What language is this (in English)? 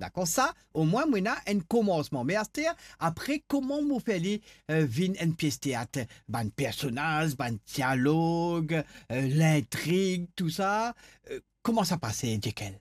Morisyen